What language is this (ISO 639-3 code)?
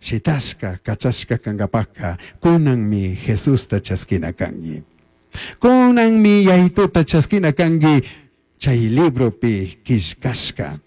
qug